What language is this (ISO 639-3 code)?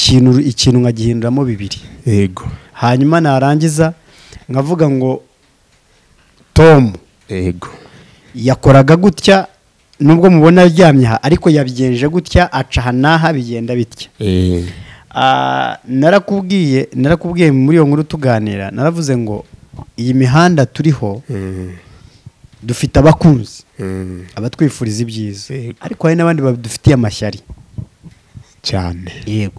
kin